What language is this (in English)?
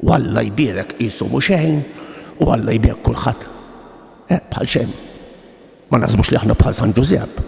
Maltese